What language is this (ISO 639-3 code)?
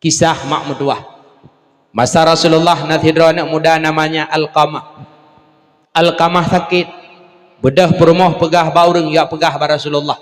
ace